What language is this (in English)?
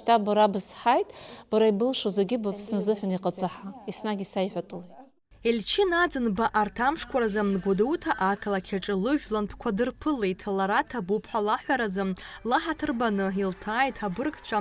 Abkhazian